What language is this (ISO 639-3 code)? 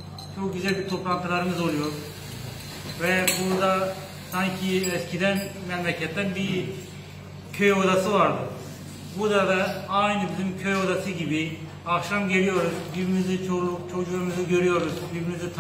tur